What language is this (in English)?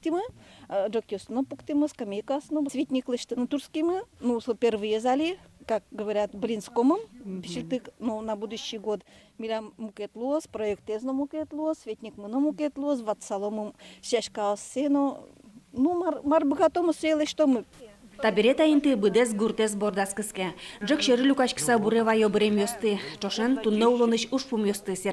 Udmurt